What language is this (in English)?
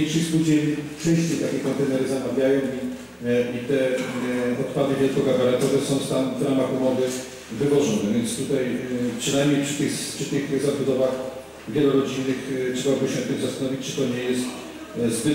Polish